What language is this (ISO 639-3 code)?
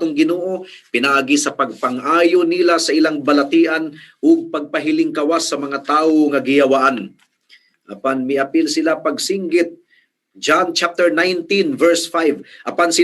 ceb